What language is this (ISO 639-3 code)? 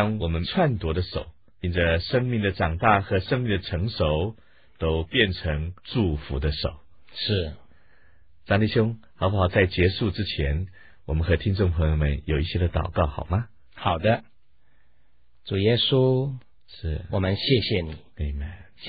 zho